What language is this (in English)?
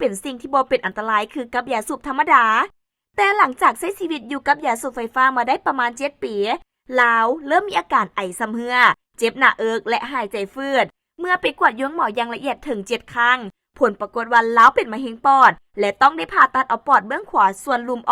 Lao